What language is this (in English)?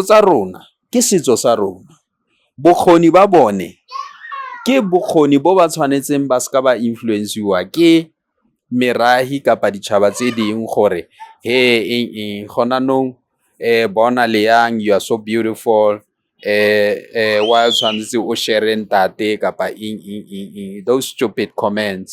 Tswana